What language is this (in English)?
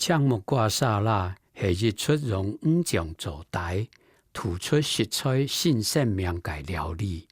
Hakka Chinese